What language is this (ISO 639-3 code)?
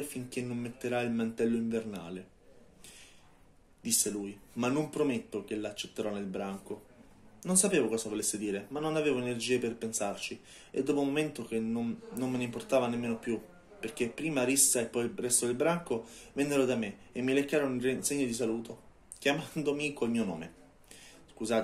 ita